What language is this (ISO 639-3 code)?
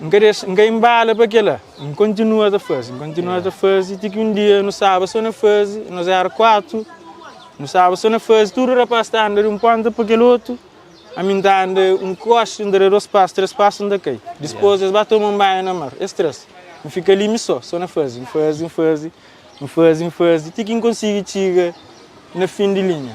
kea